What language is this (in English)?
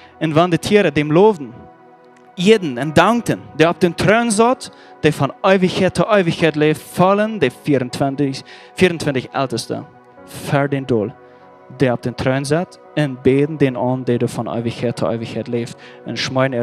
Plautdietsch